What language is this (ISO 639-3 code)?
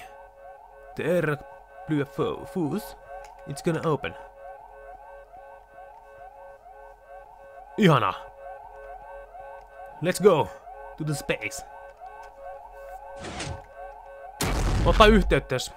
fin